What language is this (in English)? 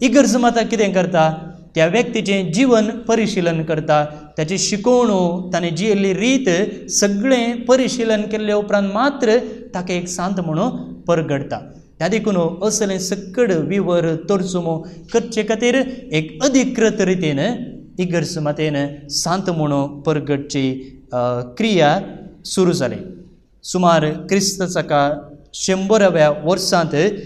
Konkani